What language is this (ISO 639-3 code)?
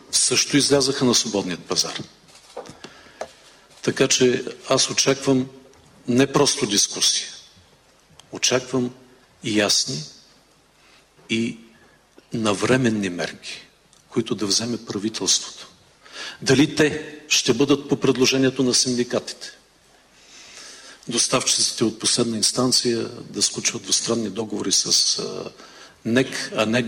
bul